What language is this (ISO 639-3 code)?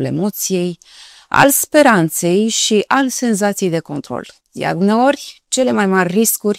ron